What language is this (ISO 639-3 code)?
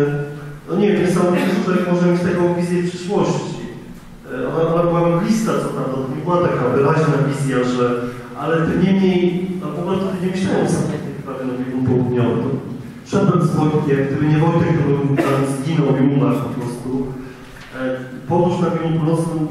pol